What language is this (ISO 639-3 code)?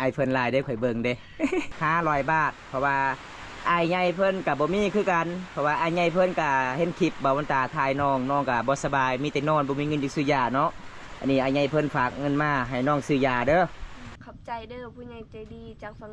lao